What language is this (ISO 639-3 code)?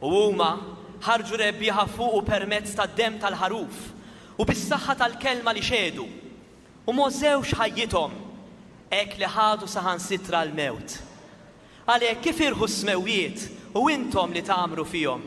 mlt